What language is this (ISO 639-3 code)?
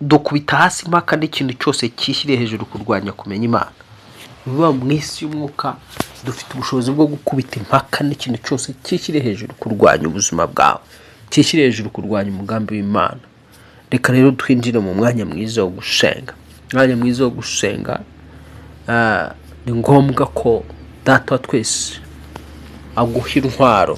kin